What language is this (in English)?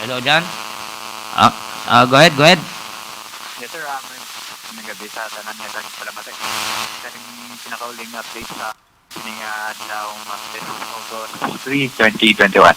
Hiligaynon